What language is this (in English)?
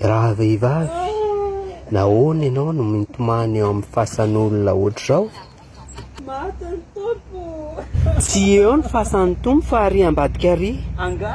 Malagasy